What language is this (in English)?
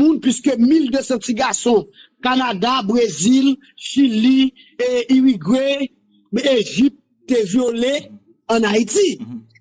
Haitian Creole